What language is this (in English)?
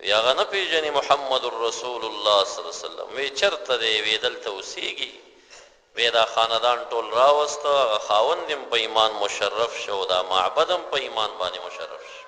Pashto